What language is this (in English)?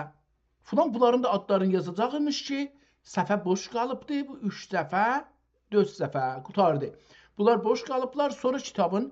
South Azerbaijani